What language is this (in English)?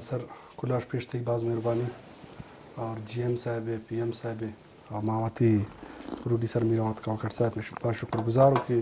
Eastern Balochi